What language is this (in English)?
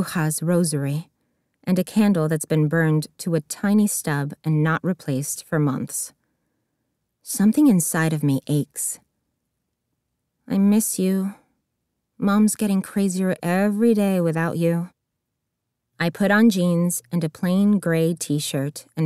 English